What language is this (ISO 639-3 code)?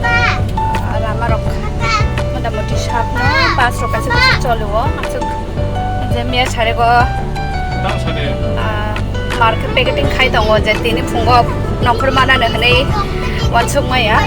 trp